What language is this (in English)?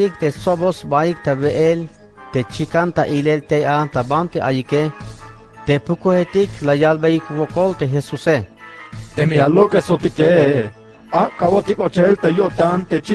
Tzeltal